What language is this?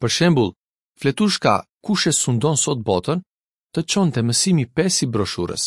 Albanian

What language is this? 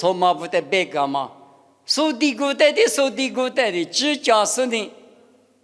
Lisu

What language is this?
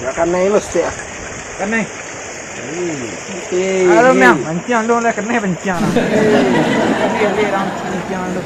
Minangkabau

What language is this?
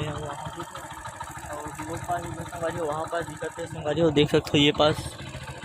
Chhattisgarhi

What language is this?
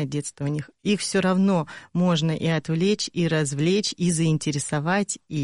Russian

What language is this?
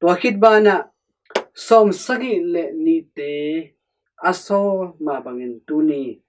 Tedim Chin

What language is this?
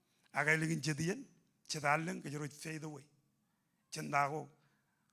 Marshallese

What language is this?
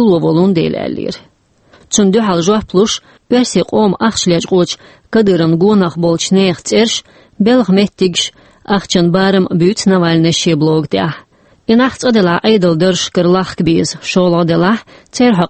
Chechen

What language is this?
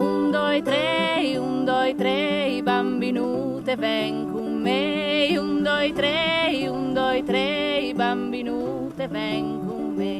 Friulian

